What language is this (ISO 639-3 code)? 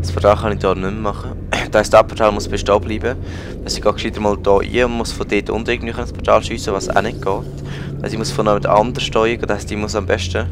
gsw